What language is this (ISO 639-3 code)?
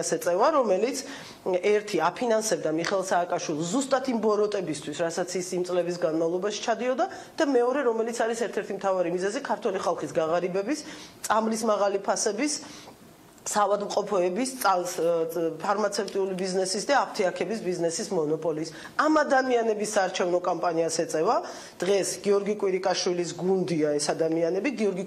kat